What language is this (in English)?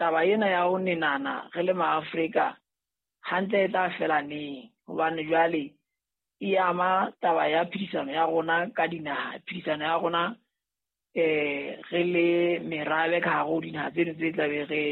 Southern Sotho